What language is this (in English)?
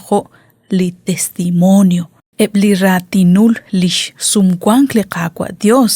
Kekchí